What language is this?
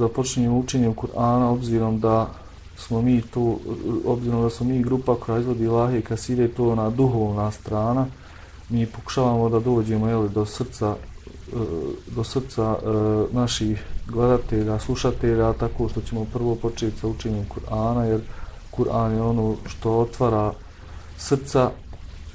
Bosnian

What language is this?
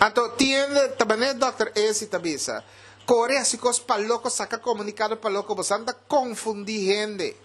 Papiamento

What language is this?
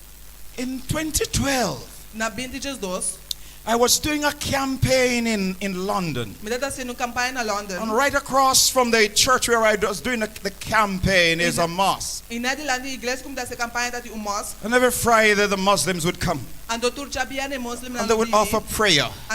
Papiamento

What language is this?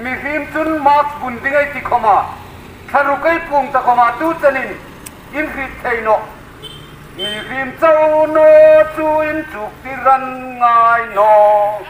Hmar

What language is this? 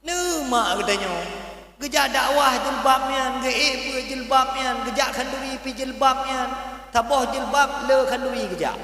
Achinese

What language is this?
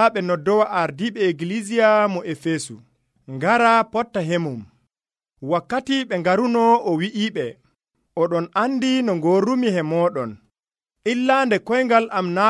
Nigerian Fulfulde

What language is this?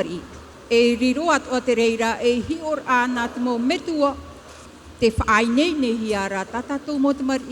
Tahitian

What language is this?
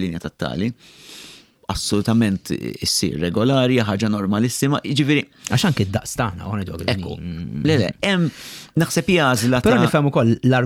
Maltese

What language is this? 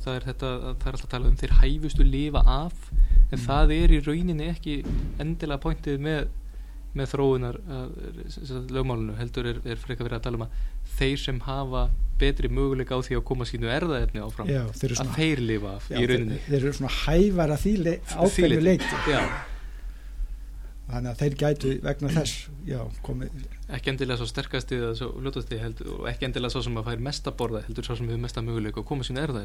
Icelandic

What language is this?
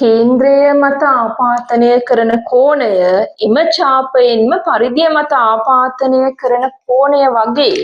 Sinhala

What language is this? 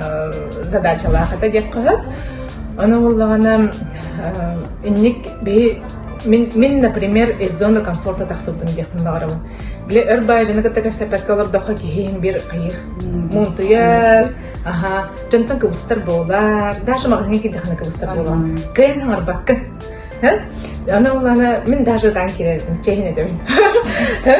Yakut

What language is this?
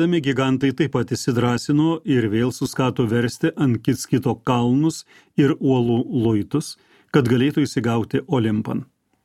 Lithuanian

